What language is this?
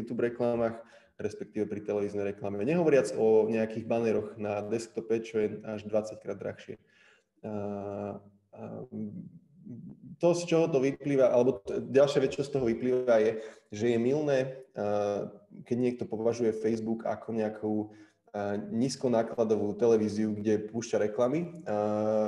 Slovak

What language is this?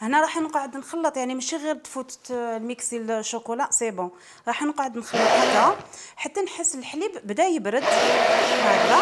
Algerian Arabic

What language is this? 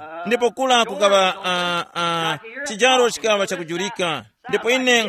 Tumbuka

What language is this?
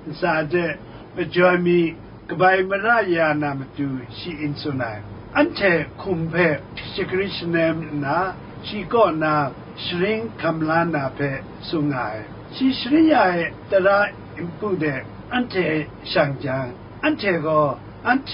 Kachin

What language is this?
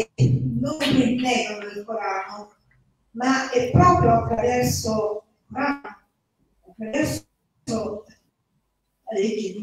Italian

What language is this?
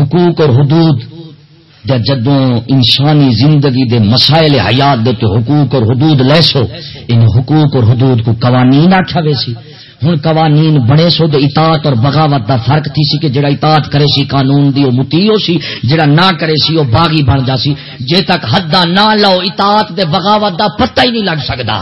Saraiki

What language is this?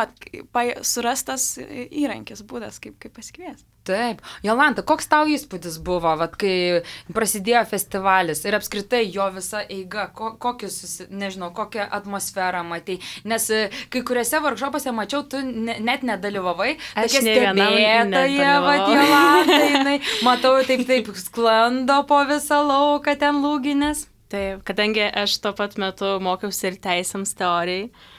Lithuanian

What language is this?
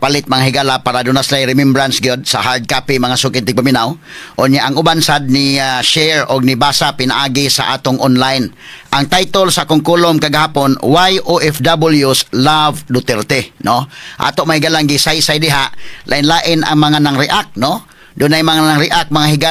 Cebuano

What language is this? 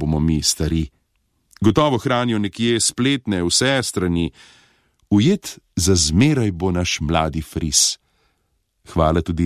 Slovenian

